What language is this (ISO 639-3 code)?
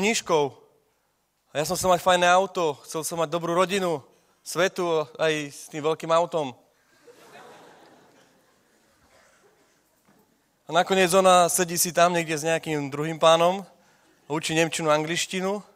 slk